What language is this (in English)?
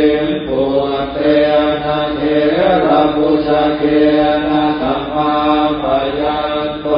Pali